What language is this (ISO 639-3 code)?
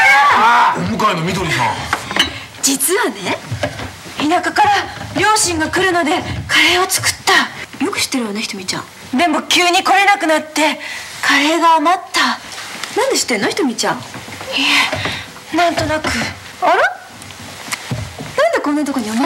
jpn